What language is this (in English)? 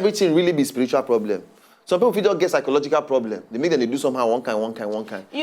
Nigerian Pidgin